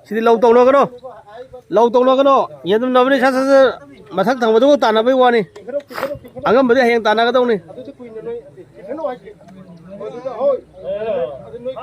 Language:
Manipuri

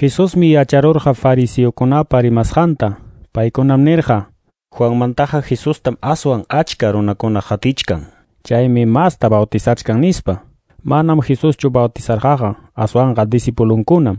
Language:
Quechua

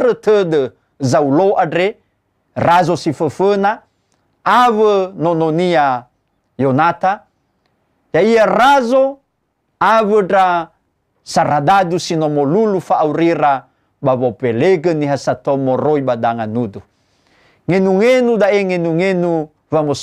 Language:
Nias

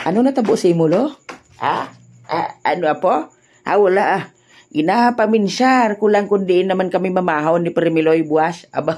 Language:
Hiligaynon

